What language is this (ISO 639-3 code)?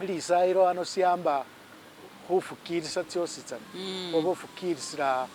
myx